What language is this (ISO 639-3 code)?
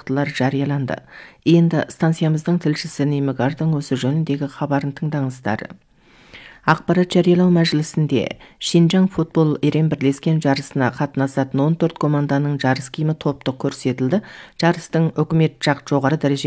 kaz